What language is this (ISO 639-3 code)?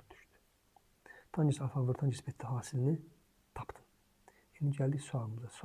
aze